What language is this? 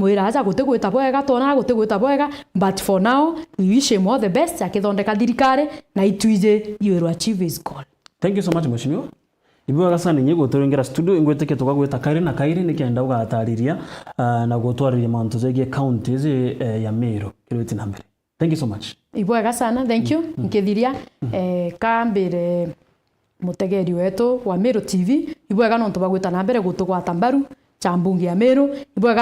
Meru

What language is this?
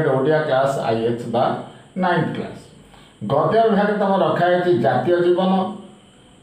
Odia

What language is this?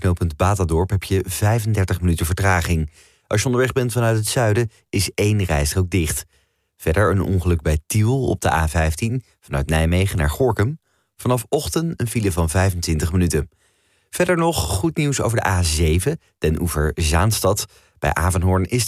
Dutch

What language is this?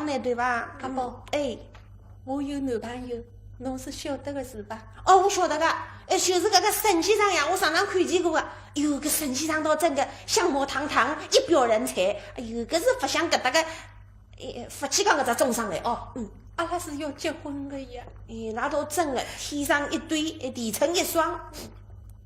Wu Chinese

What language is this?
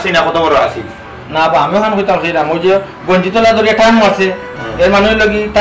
Sylheti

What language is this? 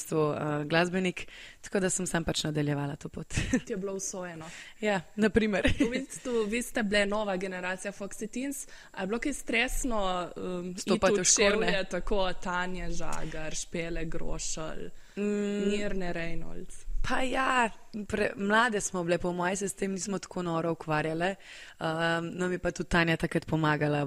Slovenian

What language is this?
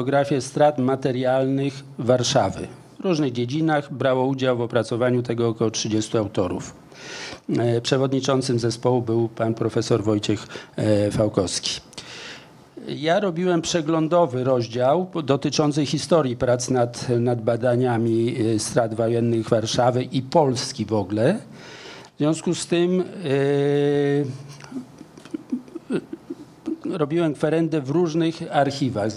Polish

